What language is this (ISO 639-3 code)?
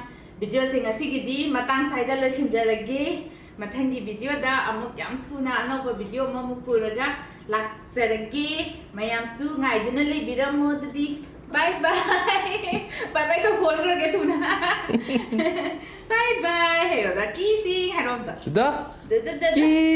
mni